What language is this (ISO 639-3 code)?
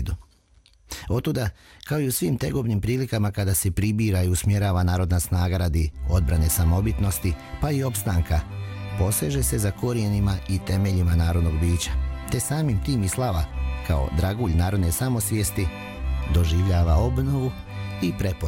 srp